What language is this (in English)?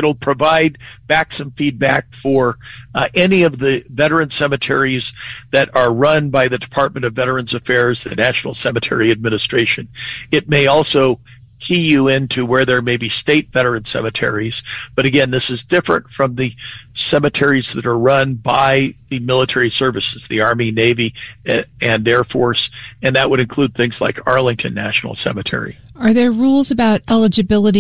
English